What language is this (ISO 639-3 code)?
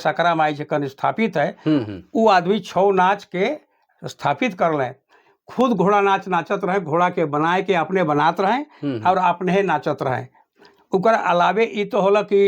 sck